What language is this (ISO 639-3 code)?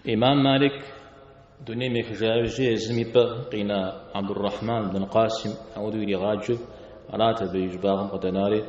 kbd